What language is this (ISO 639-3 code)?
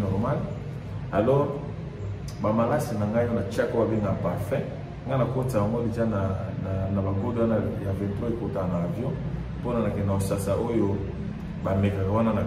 lin